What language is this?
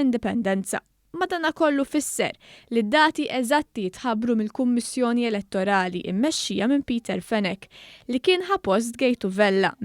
Maltese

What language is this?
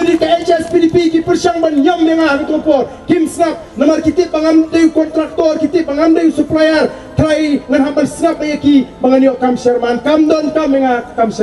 Khasi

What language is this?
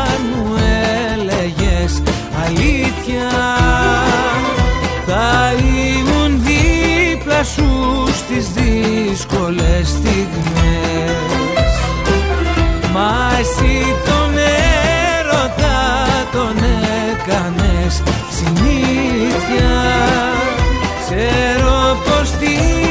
Greek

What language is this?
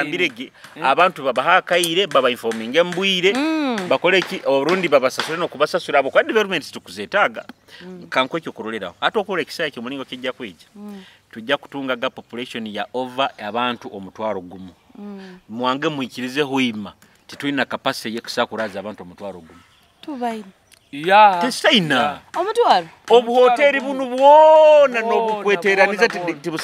Nyoro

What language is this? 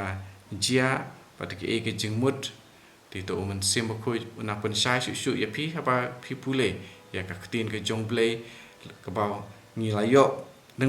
Khasi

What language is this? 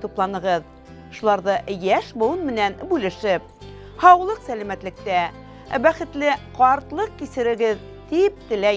Bashkir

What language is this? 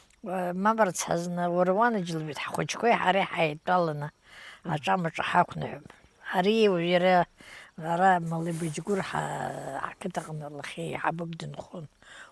Abkhazian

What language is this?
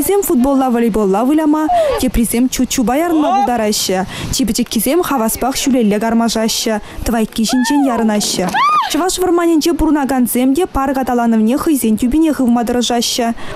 Chuvash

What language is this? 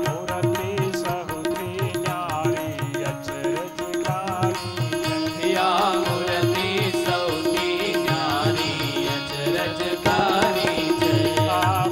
Gujarati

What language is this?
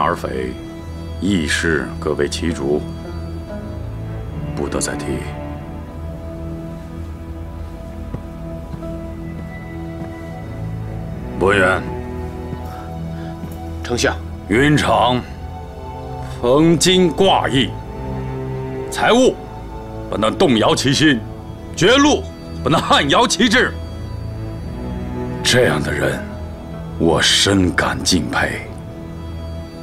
Chinese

